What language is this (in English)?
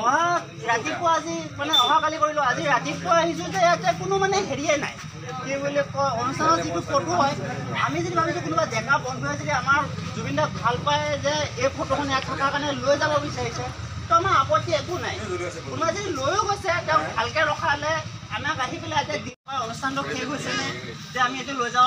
Assamese